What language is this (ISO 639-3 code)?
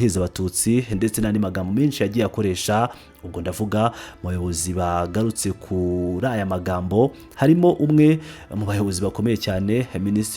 kin